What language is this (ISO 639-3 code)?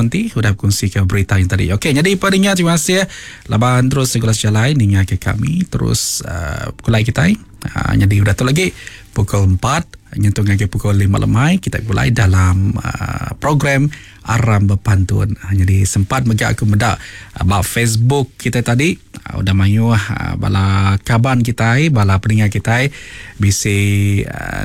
iba